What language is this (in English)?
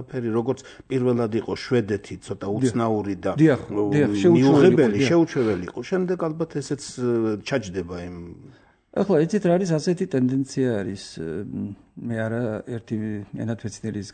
Georgian